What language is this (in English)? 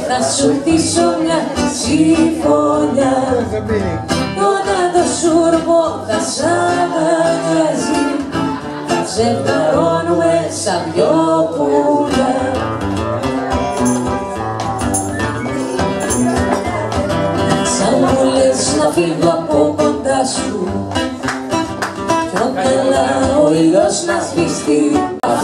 Greek